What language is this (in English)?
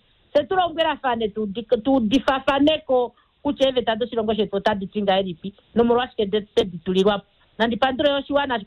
Kuanyama